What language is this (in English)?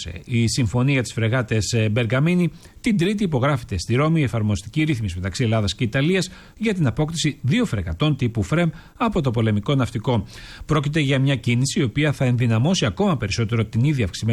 Greek